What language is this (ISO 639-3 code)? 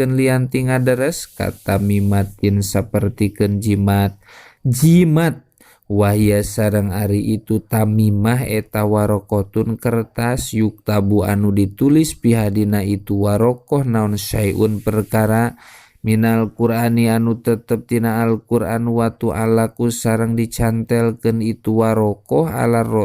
sun